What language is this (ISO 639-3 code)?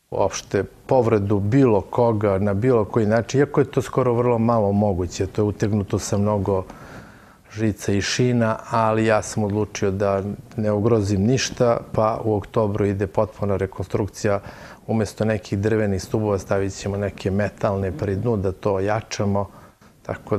srp